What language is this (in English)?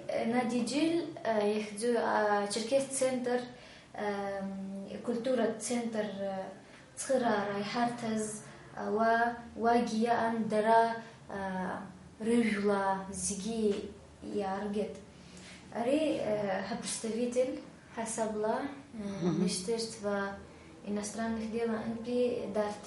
Abkhazian